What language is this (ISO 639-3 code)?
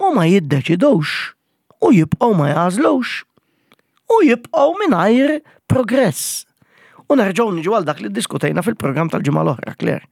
mlt